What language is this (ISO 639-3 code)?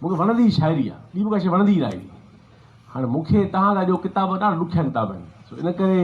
snd